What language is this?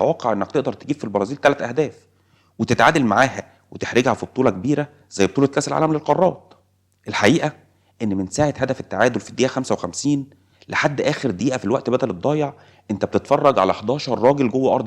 Egyptian Arabic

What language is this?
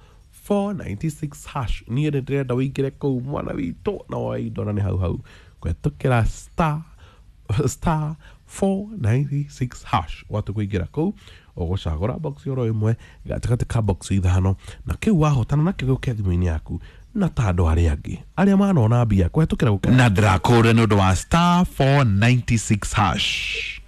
Kikuyu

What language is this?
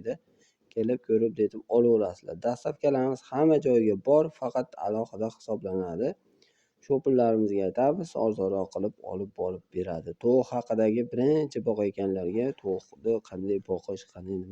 Uzbek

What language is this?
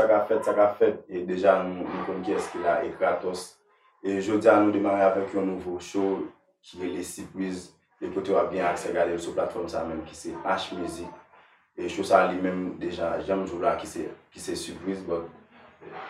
Haitian Creole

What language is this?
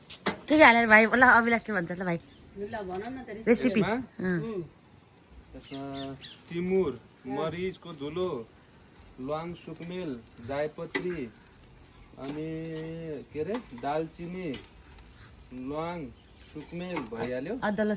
Nepali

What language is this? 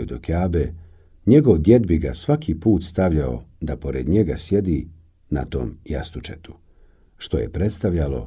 Bosnian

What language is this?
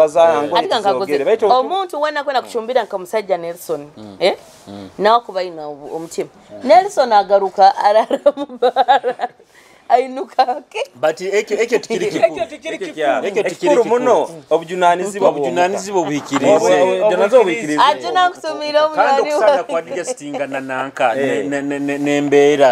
Nyoro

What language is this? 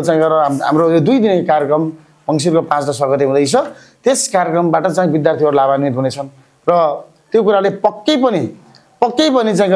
Nepali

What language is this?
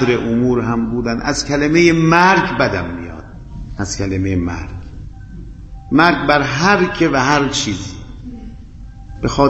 Persian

